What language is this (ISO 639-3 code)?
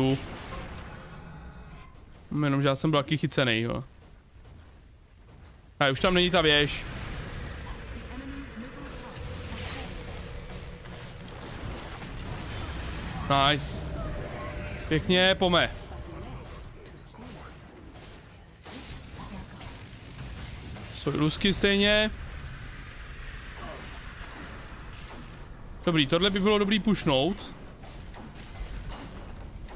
ces